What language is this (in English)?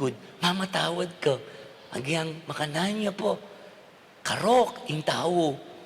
Pampanga